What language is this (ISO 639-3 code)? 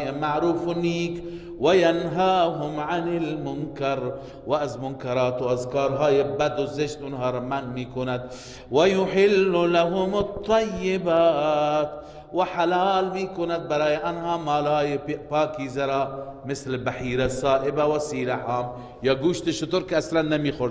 fas